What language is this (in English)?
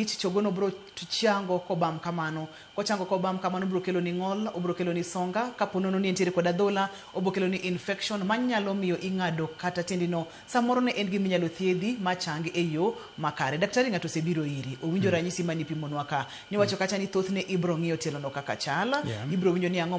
Luo (Kenya and Tanzania)